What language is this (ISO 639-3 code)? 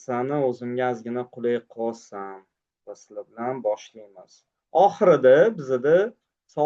uzb